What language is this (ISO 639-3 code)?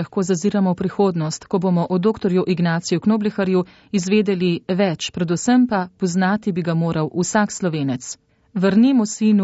slv